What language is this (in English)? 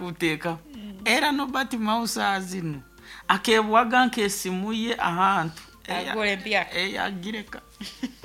Nyoro